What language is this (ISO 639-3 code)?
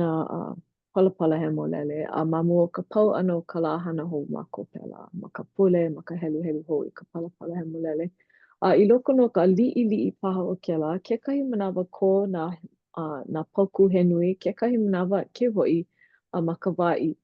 haw